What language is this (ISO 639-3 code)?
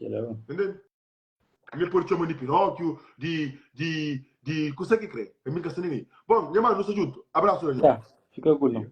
kea